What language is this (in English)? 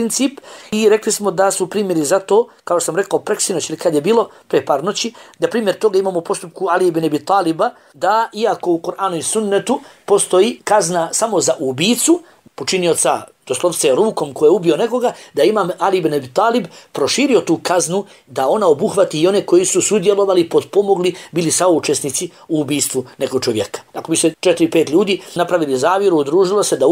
Bosnian